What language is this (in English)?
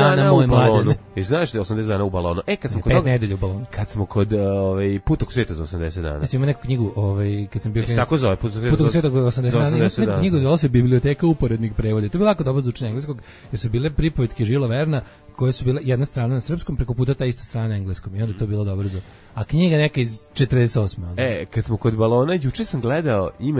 Serbian